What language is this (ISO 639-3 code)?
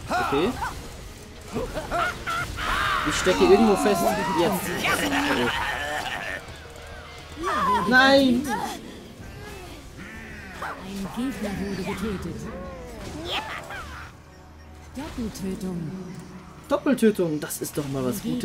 deu